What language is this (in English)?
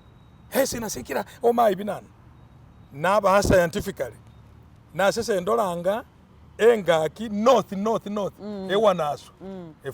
Masaaba